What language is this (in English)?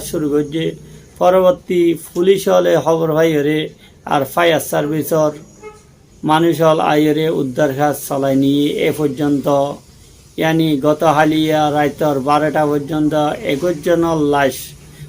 Rohingya